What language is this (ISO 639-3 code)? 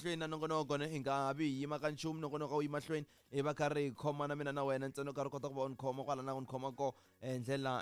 tso